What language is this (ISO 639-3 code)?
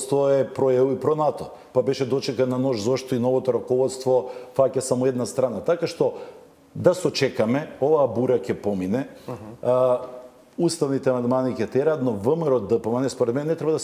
mkd